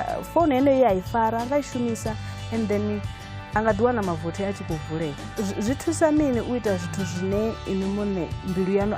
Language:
Venda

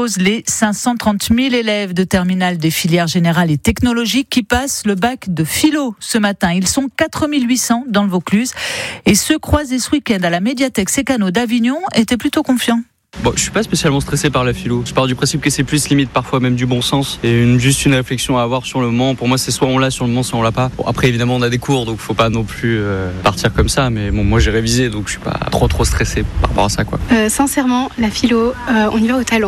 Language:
French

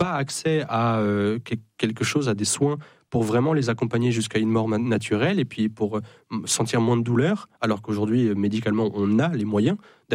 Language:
French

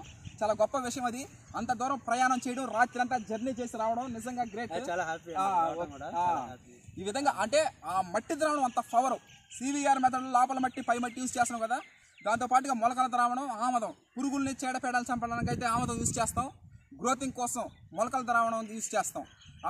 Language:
Telugu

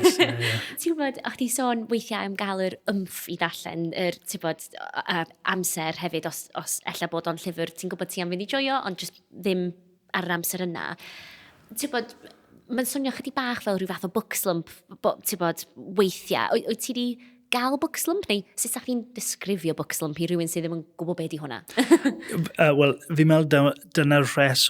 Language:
Welsh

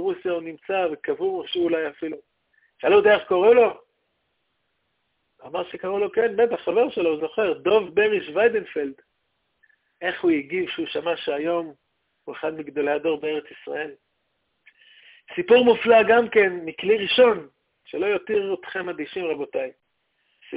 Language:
Hebrew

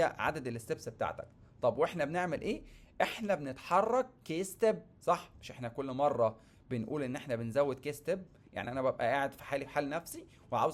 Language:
Egyptian Arabic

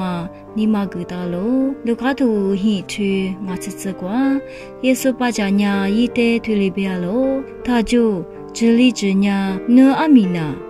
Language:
Lisu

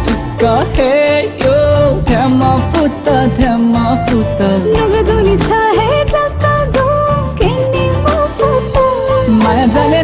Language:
Newari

